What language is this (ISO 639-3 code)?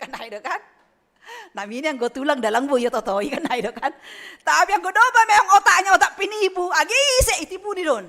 bts